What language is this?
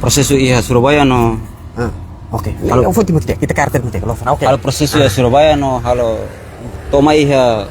Tetum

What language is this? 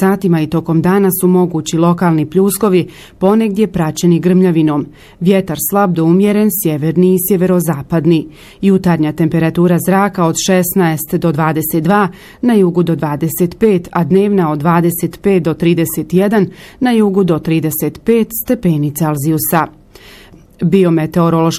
Bosnian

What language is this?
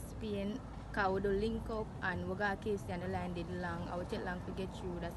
Jamaican Creole English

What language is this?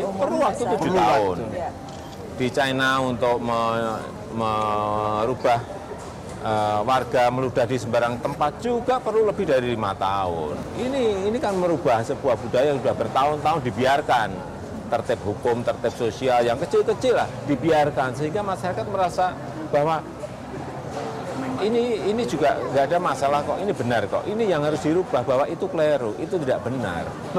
Indonesian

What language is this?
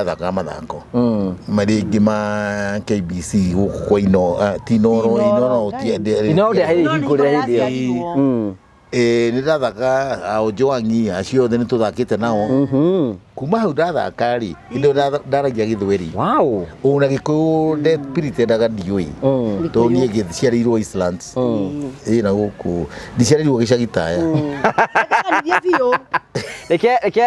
Kikuyu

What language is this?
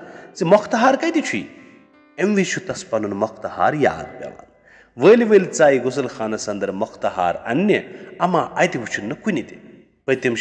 Kashmiri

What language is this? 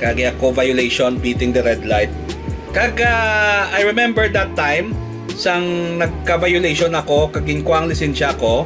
Hiligaynon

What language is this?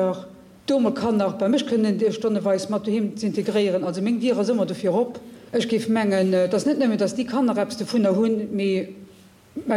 Luxembourgish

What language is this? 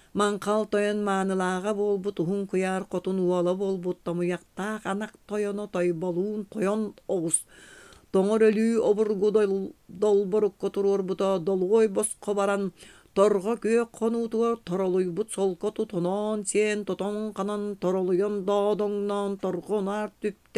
Yakut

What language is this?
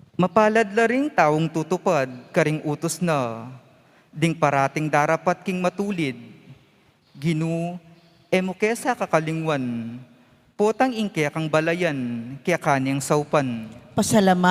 Pampanga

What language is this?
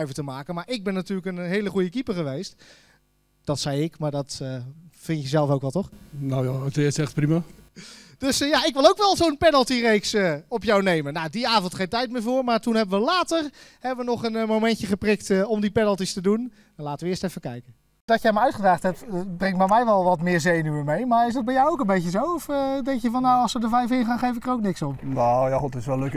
Dutch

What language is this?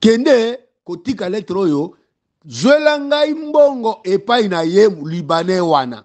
Lingala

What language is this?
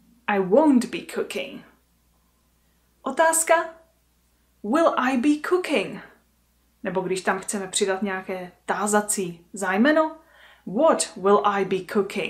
Czech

